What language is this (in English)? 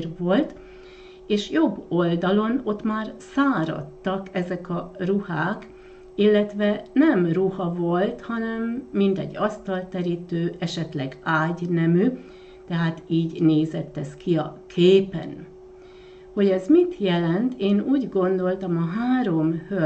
Hungarian